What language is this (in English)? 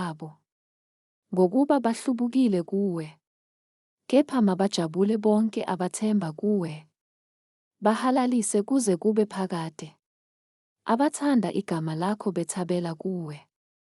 Zulu